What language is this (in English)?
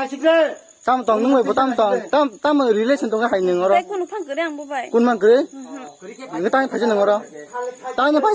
Kok Borok